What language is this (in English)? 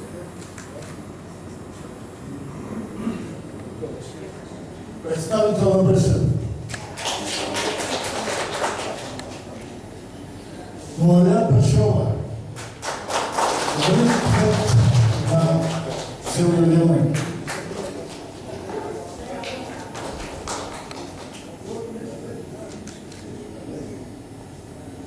Bulgarian